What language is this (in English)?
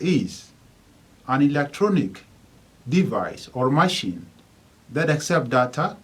Nuer